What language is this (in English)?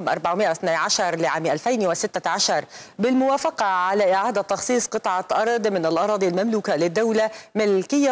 Arabic